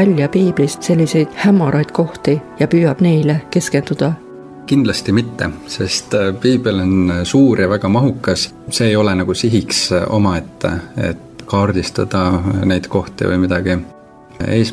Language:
Estonian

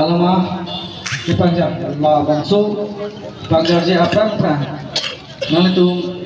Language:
Karbi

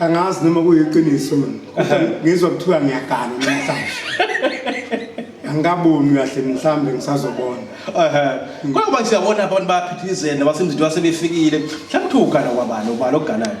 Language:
Zulu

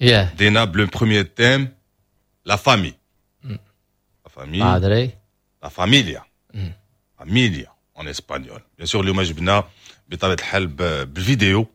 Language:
Moroccan Arabic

